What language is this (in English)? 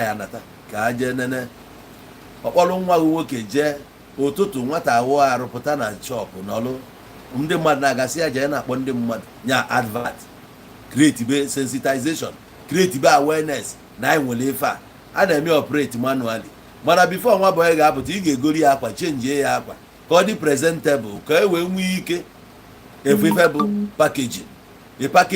Igbo